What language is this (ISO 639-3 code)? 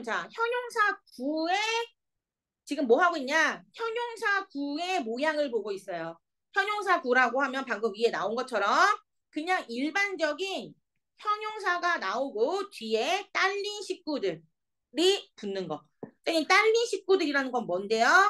kor